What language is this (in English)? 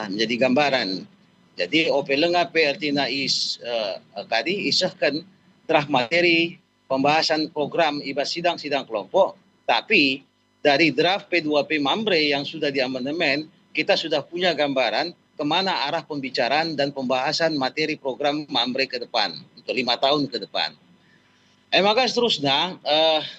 Batak Karo